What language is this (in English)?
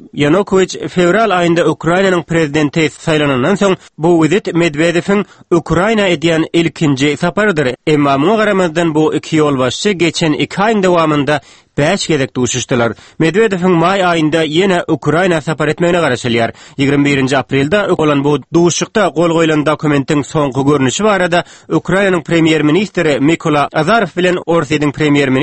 Turkmen